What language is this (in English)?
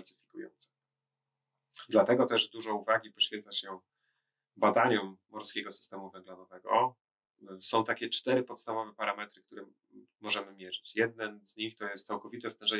Polish